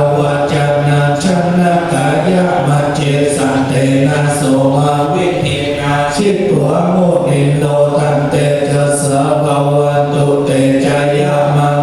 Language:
Pali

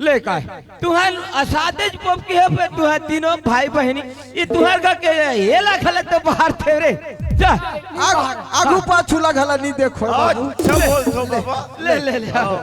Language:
Chhattisgarhi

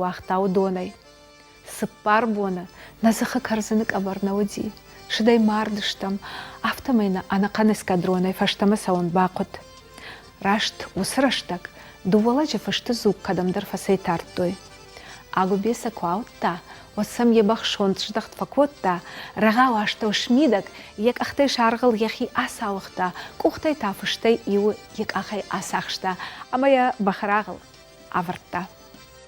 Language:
Ossetic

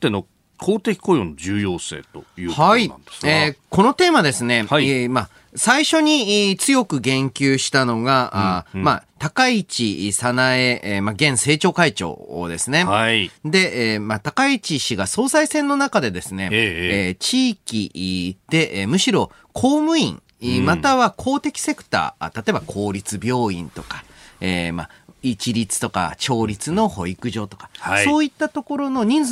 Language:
Japanese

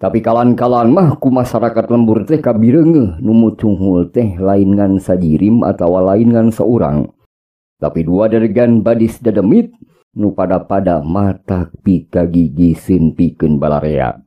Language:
Sundanese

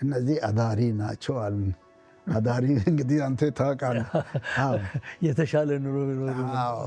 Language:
Amharic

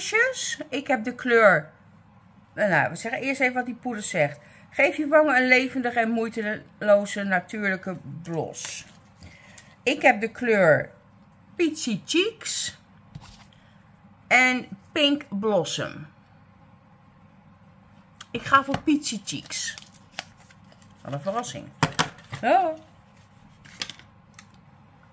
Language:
Dutch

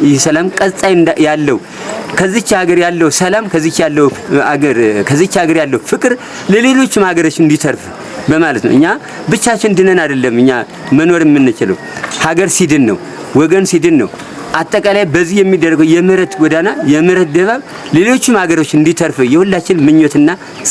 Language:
Amharic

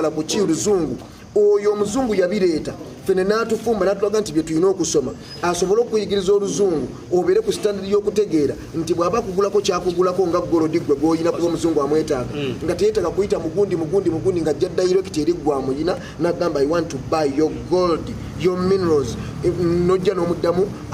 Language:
Ganda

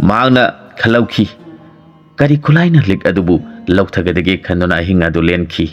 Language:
Manipuri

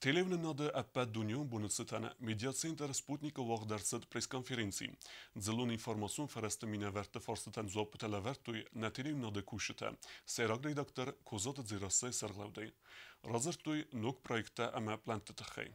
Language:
Ossetic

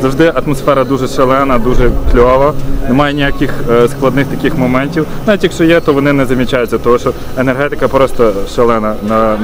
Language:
Ukrainian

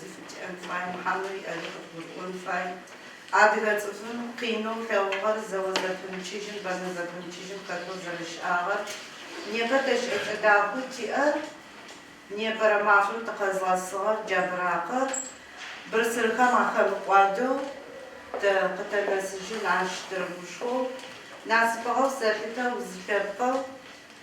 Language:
Adyghe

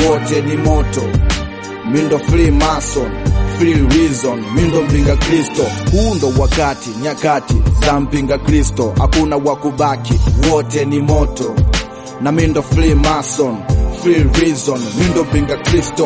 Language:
Swahili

